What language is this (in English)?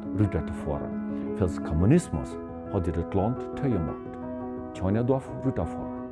Plautdietsch